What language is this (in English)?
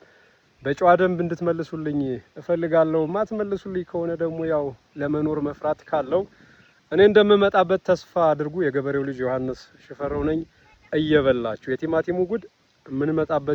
Amharic